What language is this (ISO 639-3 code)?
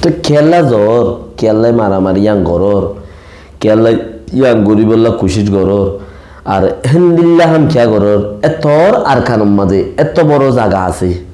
rhg